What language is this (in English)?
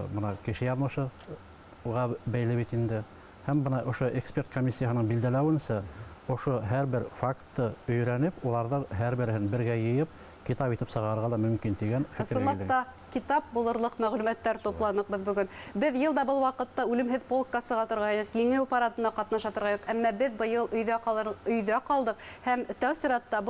Bashkir